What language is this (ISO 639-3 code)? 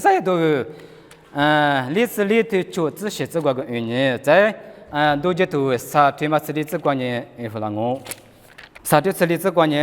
lis